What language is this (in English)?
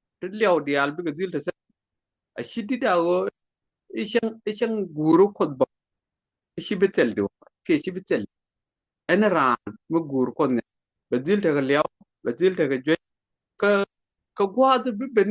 Nuer